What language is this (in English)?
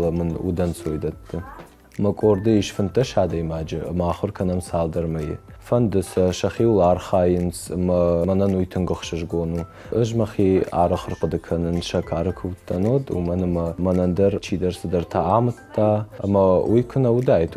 Ossetic